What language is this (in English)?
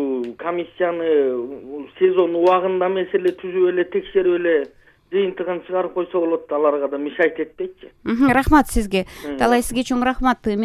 Kyrgyz